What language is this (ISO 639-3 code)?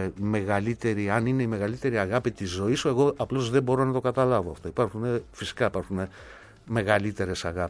ell